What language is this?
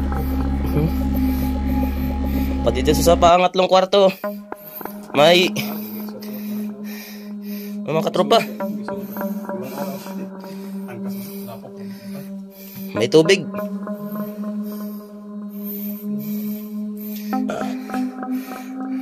Filipino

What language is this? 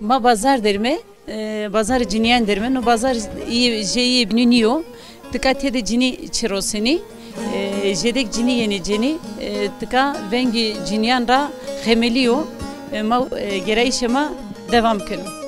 Zaza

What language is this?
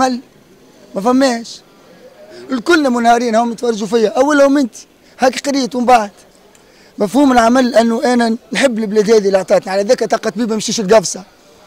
Tunisian Arabic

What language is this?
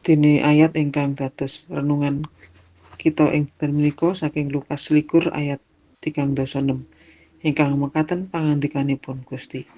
Javanese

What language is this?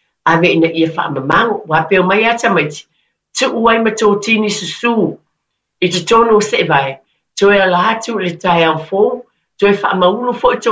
Samoan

